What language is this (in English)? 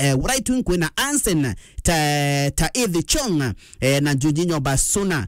Meru